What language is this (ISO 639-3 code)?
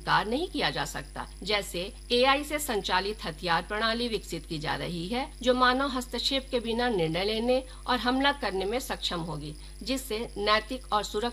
hin